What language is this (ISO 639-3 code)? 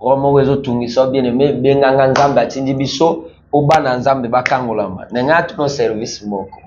lin